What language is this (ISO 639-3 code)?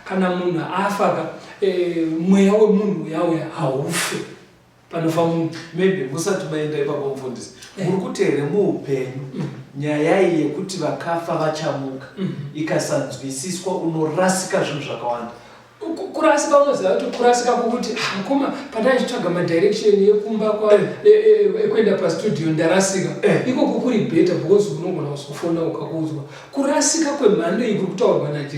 sna